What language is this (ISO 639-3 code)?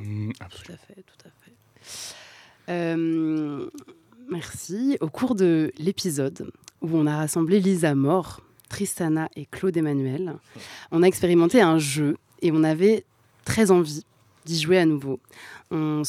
fra